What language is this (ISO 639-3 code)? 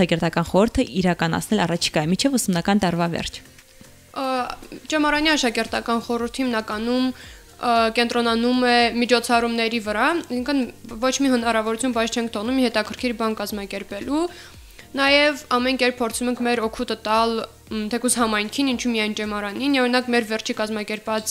hye